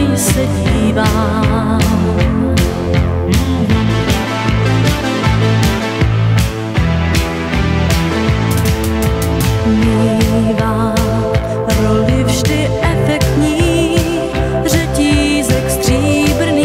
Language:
Czech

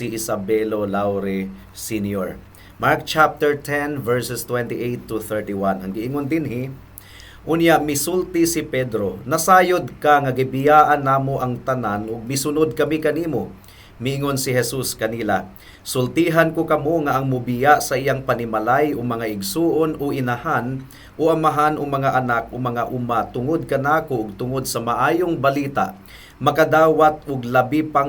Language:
Cebuano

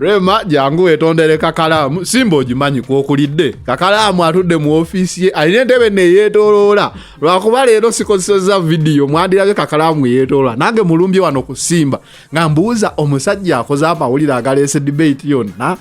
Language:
Ganda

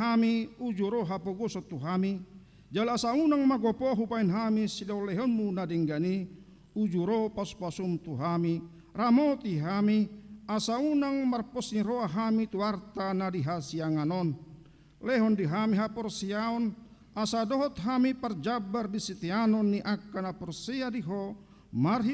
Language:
Batak Toba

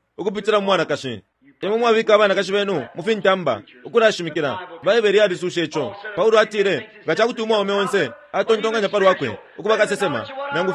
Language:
Bemba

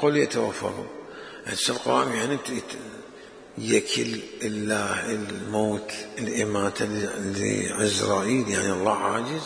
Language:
Mesopotamian Arabic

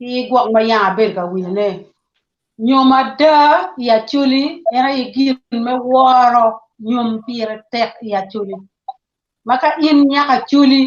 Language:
Acoli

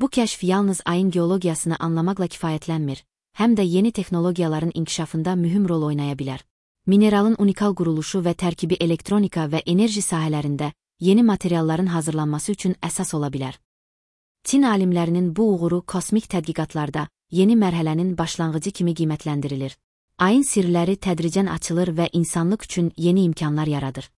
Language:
Azerbaijani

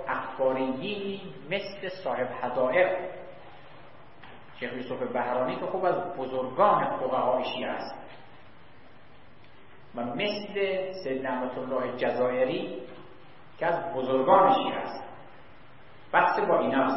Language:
Persian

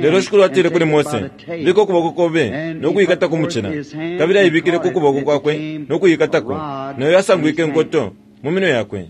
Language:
Bemba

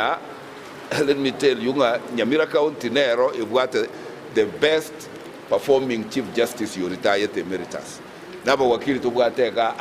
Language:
Gusii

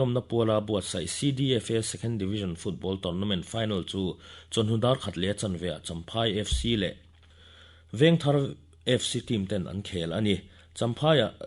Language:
Mizo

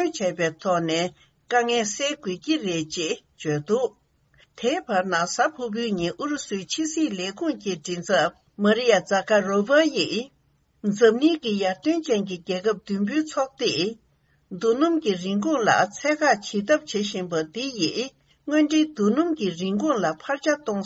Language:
Tibetan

